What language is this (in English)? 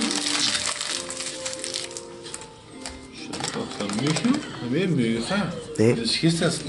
Dutch